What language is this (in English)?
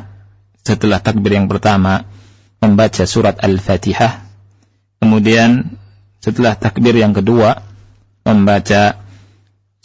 Indonesian